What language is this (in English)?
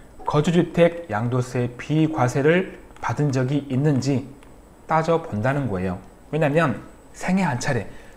Korean